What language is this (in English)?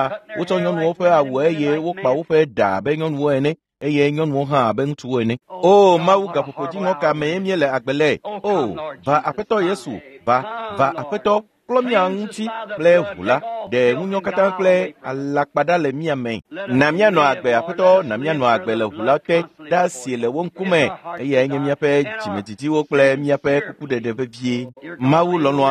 Ewe